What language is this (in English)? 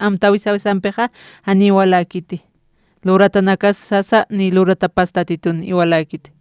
Aymara